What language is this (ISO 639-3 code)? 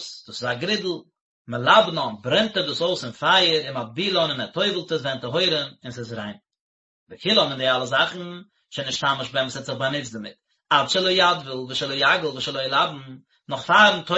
yid